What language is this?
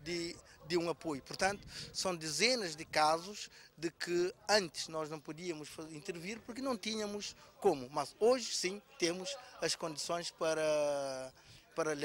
Portuguese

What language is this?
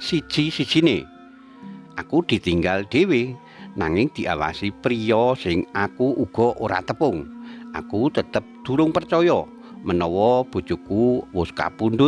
Javanese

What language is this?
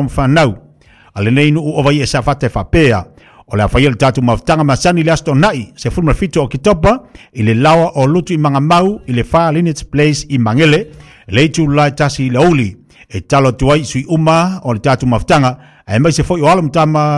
Samoan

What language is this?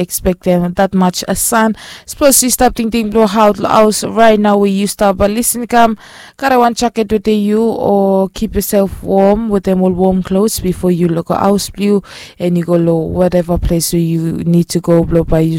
Bislama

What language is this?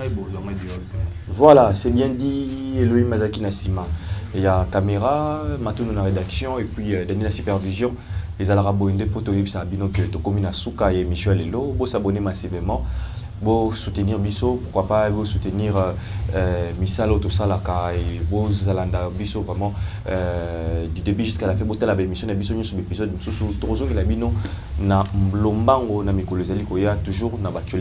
Lingala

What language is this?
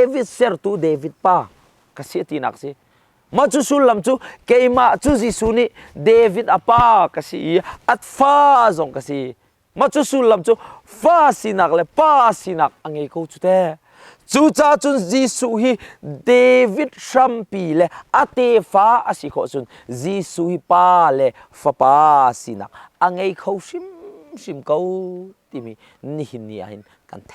Hakha Chin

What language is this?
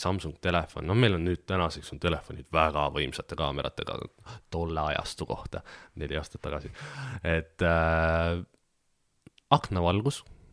Estonian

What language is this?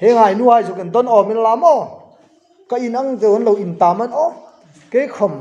Hmar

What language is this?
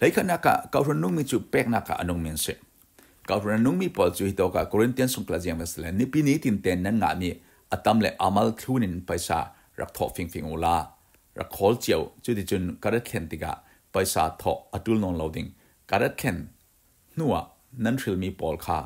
Falam Chin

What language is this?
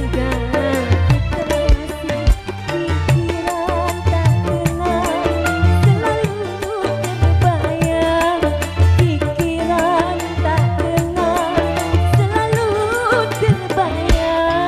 Betawi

